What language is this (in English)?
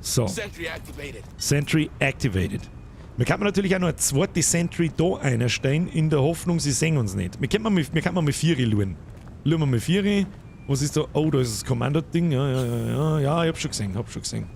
Bavarian